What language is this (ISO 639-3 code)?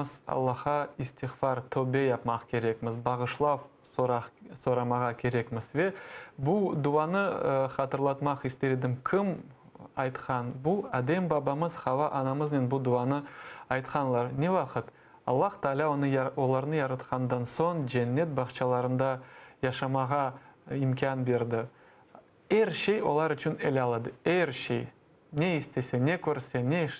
crh